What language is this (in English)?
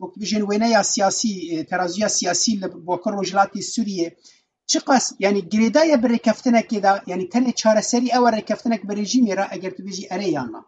Kurdish